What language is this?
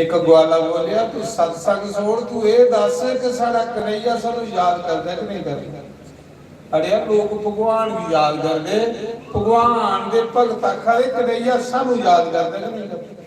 Dogri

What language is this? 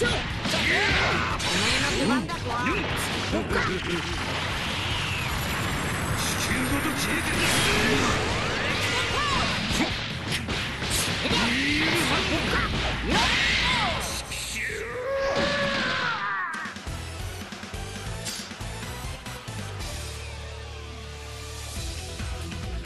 Japanese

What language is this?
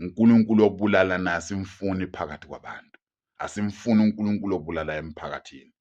Zulu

